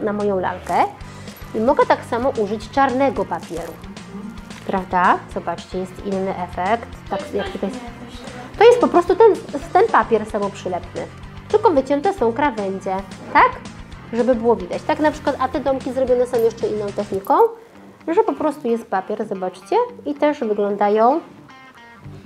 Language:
Polish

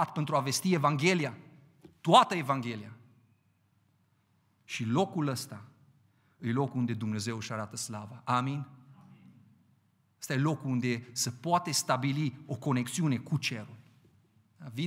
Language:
Romanian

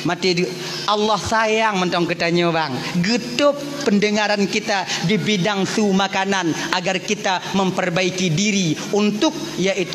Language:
Achinese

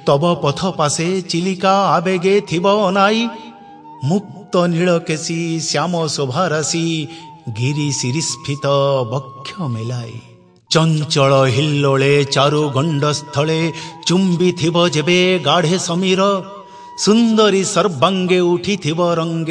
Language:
Odia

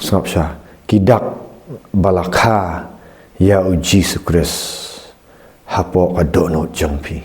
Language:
Khasi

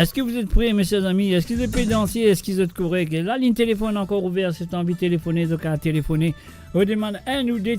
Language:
Morisyen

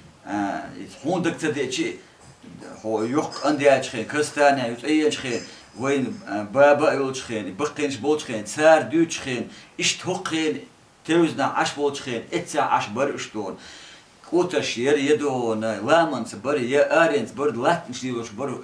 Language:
Chechen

